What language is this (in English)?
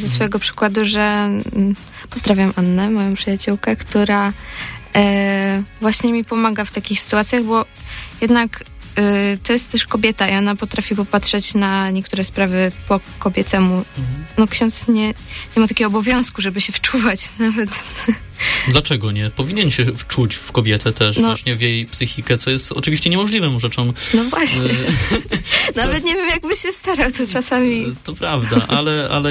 Polish